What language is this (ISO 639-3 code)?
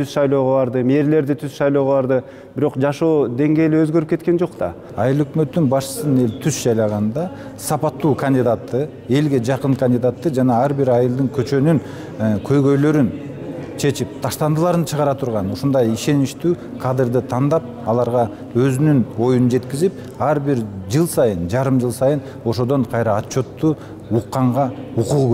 kir